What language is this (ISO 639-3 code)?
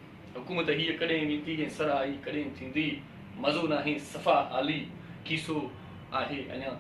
snd